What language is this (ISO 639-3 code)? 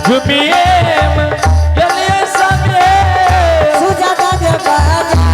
anp